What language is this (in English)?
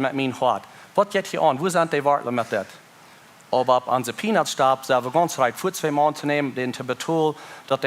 Plautdietsch